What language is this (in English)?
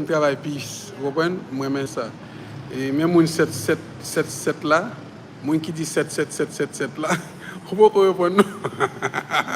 Haitian Creole